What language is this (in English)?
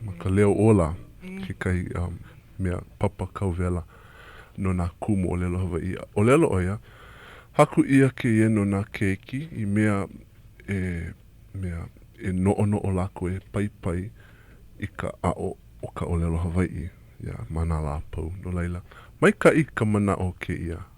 Hawaiian